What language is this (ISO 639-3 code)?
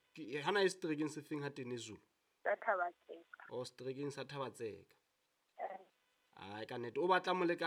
sot